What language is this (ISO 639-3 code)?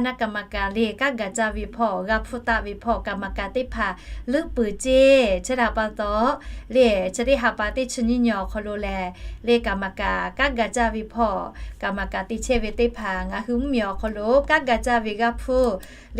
lhu